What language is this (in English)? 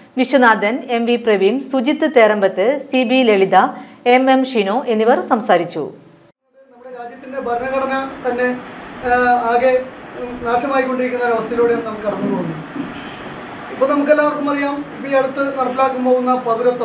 Malayalam